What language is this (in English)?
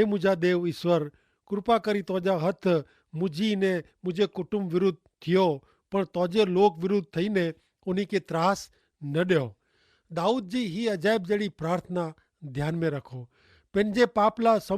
Kachhi